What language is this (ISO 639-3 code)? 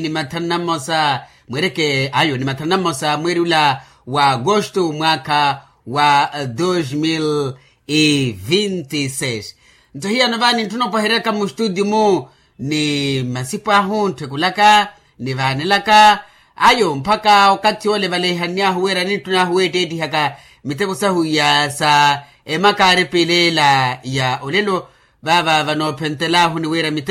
vmw